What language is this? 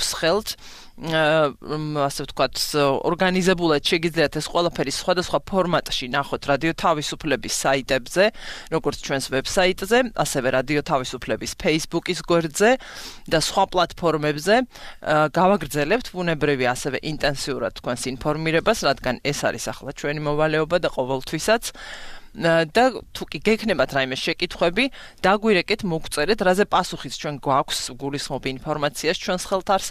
Georgian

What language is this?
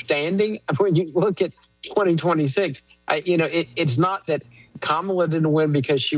English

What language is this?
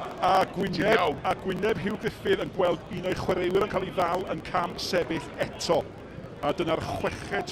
Welsh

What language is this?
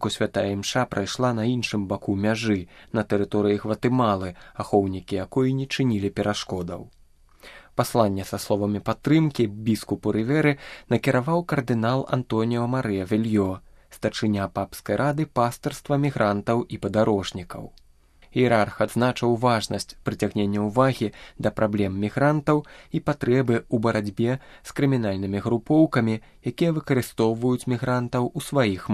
Belarusian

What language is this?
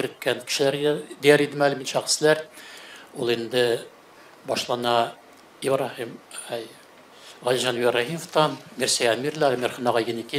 Tatar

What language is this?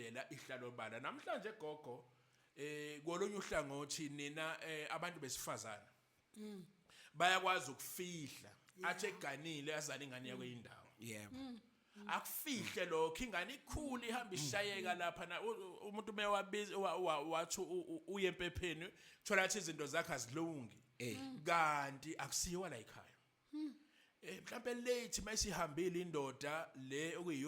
Zulu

